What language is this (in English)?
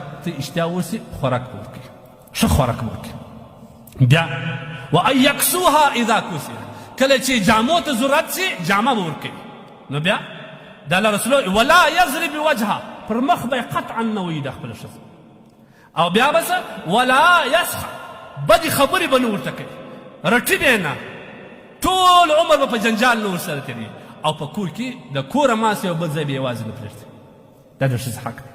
Pashto